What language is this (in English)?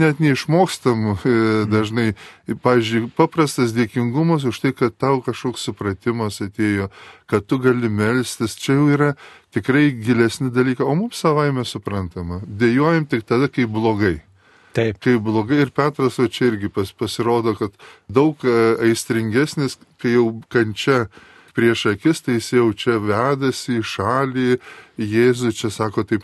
Lithuanian